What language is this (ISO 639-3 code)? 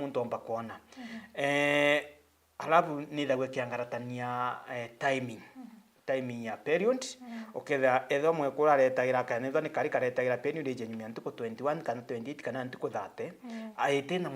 mer